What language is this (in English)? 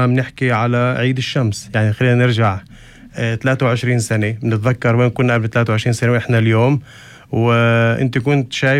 North Levantine Arabic